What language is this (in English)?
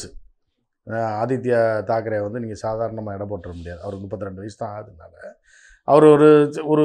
Tamil